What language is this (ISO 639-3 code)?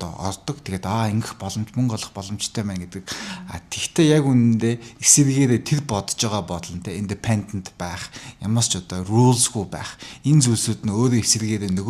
mon